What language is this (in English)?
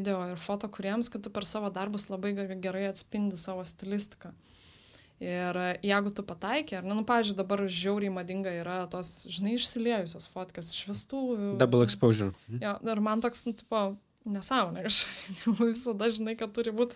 Lithuanian